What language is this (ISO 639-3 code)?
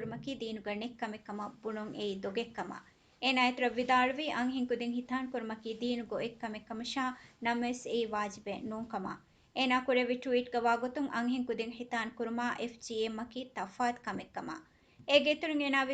div